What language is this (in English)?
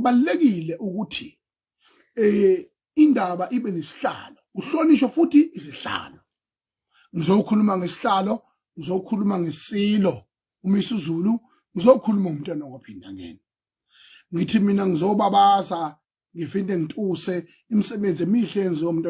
Zulu